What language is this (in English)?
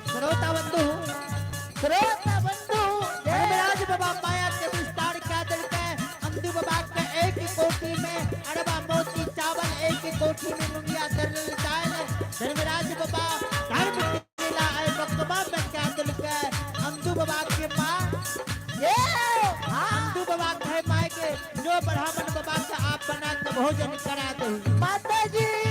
Maithili